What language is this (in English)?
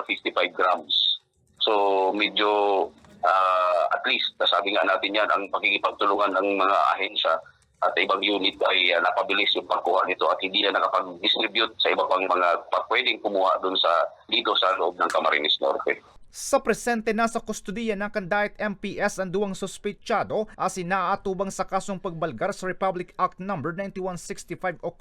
Bikol